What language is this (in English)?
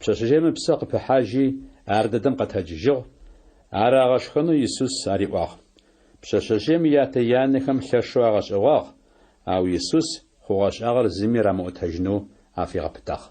Adyghe